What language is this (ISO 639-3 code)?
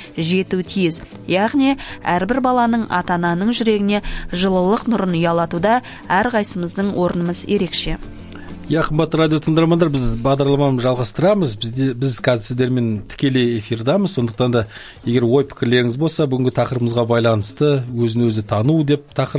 kaz